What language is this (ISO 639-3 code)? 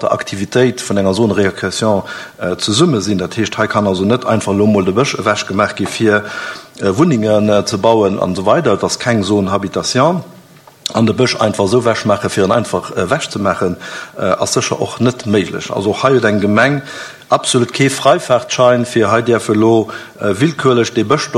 ltz